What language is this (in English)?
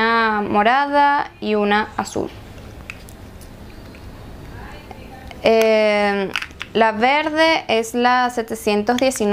Spanish